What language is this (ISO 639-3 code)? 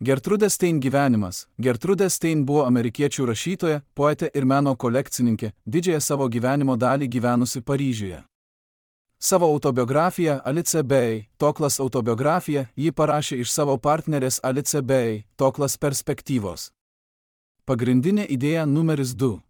lit